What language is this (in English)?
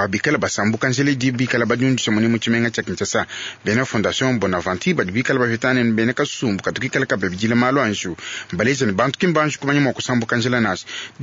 Luba-Lulua